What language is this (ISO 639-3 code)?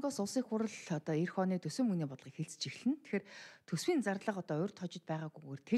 mon